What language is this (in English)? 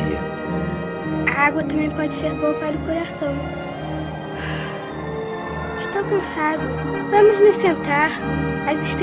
Portuguese